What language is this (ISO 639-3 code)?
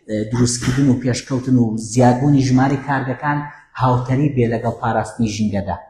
ckb